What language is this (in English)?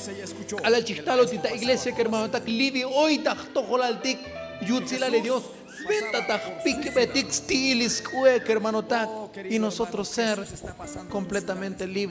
Tzotzil